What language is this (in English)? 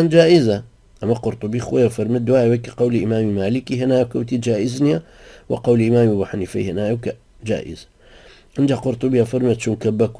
Central Kurdish